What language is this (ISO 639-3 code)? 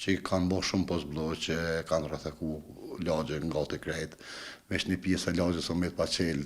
sqi